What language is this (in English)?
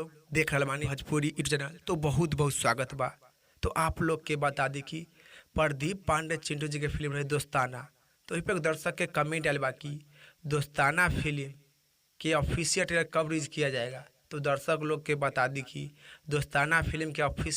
Bhojpuri